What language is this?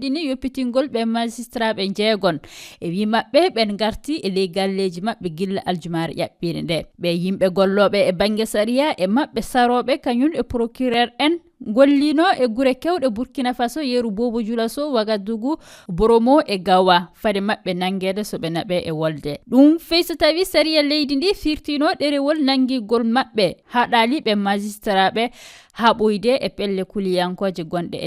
Fula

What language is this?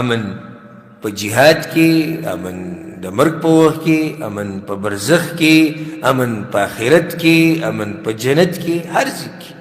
Pashto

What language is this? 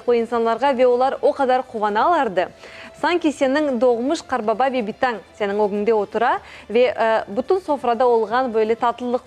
Crimean Tatar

